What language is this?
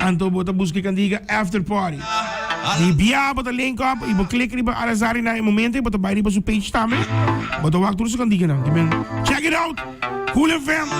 Papiamento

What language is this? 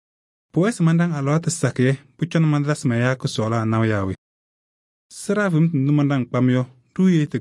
Kabiyè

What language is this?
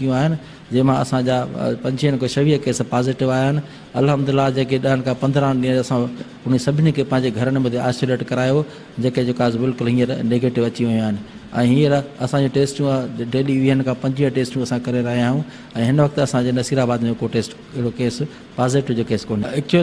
Sindhi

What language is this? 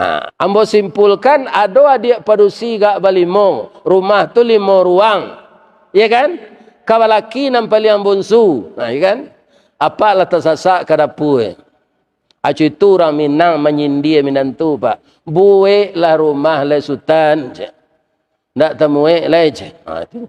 Minangkabau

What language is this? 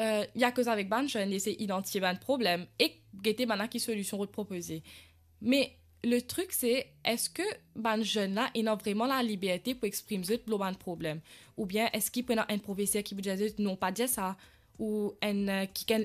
Morisyen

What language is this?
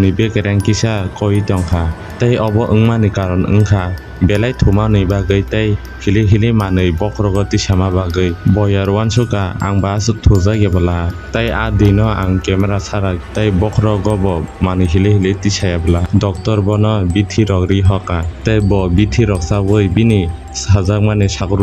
Kok Borok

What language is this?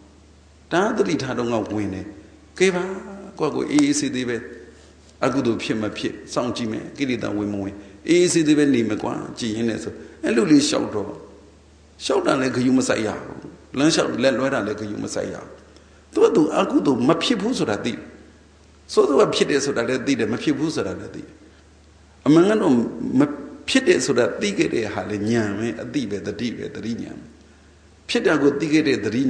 Burmese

